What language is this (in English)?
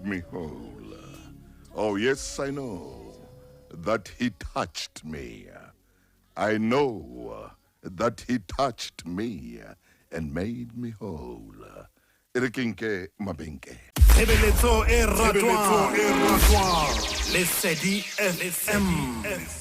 Southern Sotho